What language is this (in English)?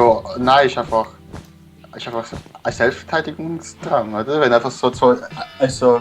Swiss German